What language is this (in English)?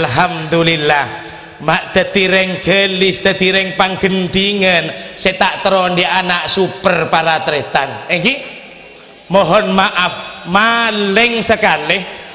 Madurese